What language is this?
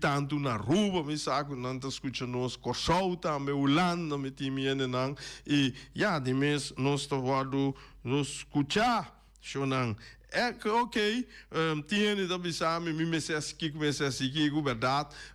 Papiamento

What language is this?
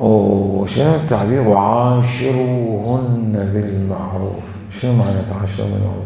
Mesopotamian Arabic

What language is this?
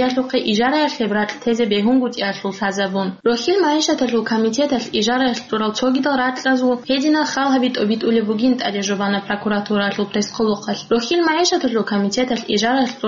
Avaric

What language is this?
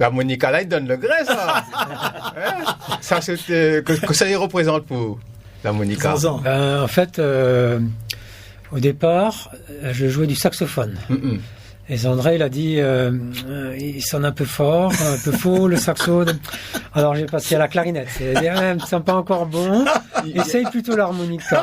Réunion Creole French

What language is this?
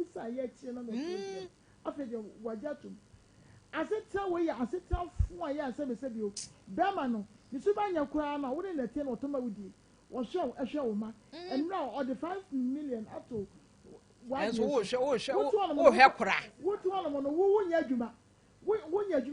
Akan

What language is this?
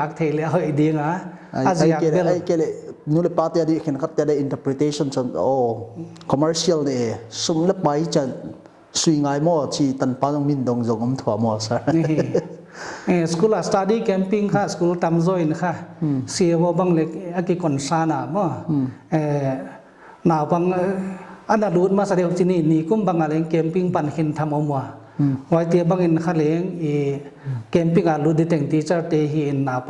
Paite Chin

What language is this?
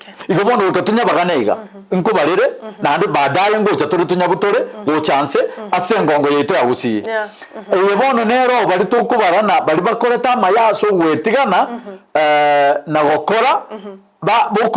Gusii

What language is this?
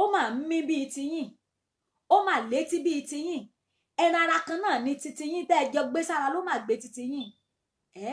Yoruba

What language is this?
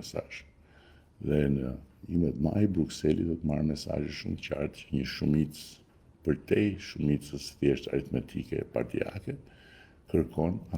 Albanian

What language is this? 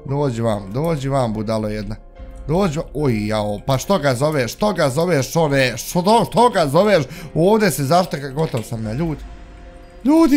Bosnian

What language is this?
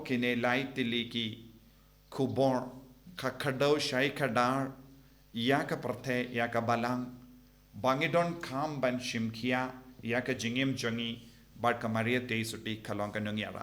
Khasi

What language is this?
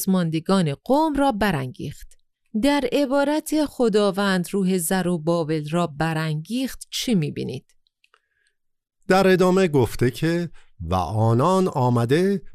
Persian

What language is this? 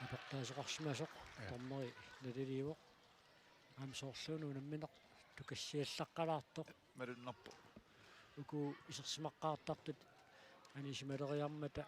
Kalaallisut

